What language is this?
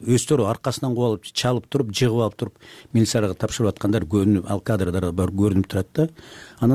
Kyrgyz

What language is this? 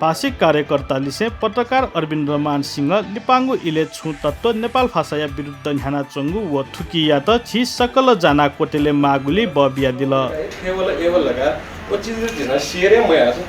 Newari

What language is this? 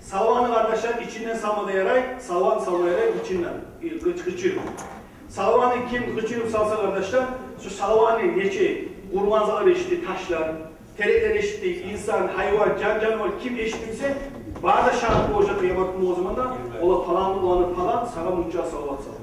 Kumyk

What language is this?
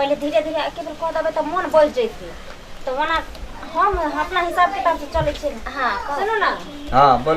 Maithili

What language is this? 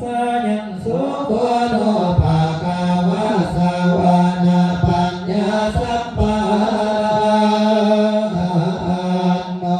Pali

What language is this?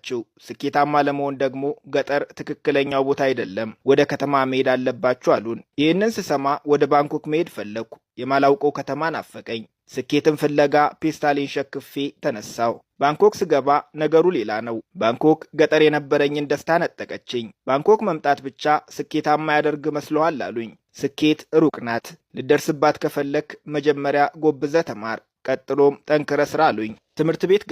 Amharic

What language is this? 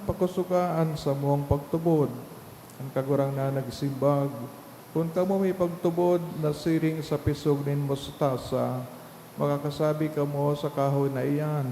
Bikol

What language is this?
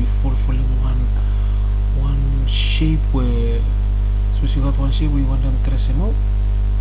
Bislama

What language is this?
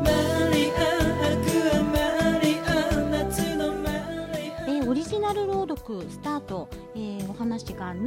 Japanese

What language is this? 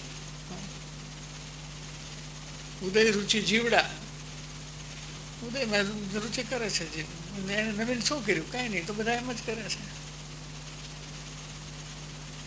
Gujarati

